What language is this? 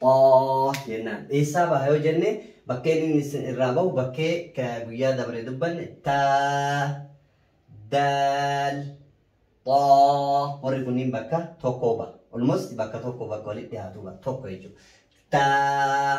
Oromo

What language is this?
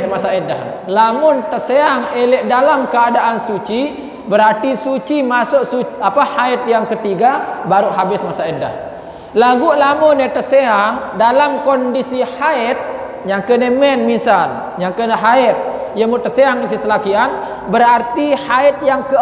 Sasak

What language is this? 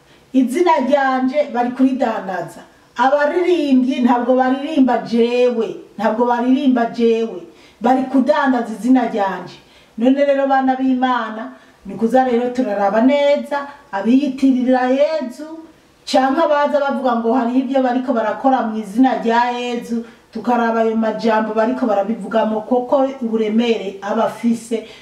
Rundi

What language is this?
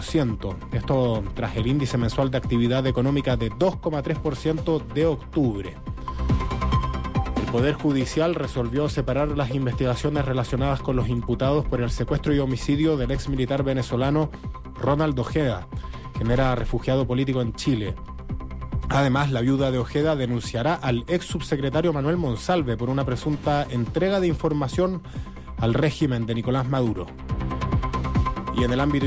Spanish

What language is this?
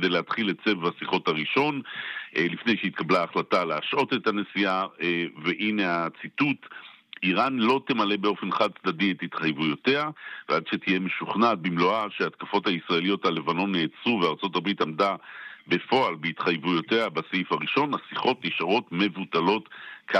Hebrew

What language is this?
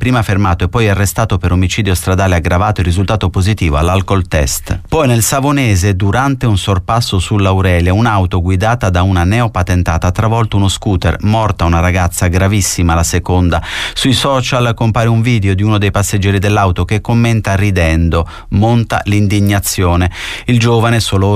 Italian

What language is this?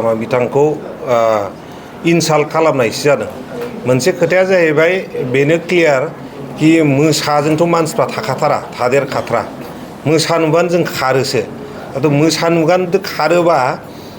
Bodo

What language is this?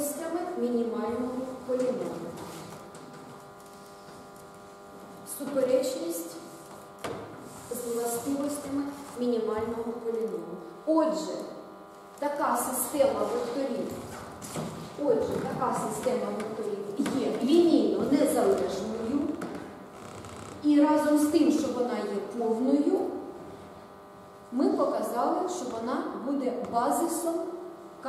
Ukrainian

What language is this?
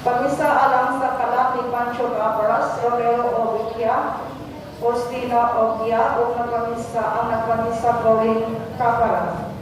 Cebuano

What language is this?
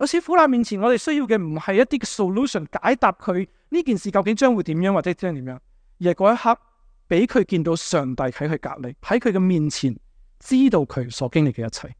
Cantonese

